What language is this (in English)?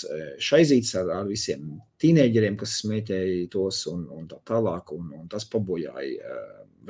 Latvian